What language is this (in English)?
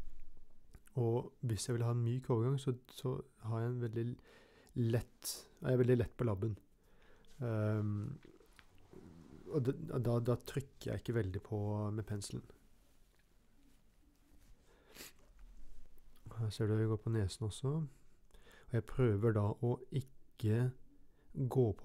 Norwegian